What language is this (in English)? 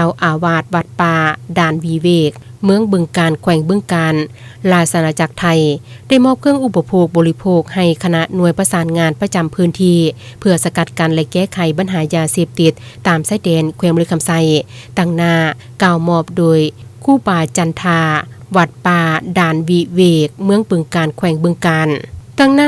Lao